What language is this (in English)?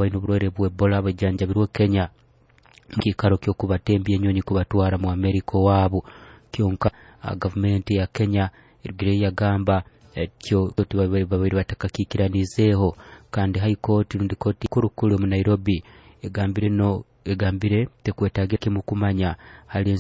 Nyoro